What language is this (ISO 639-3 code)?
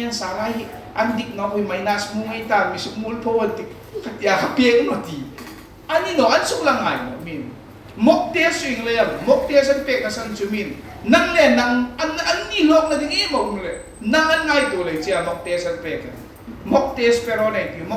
hmr